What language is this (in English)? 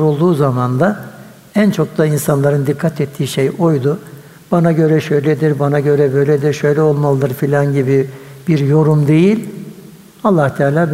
Turkish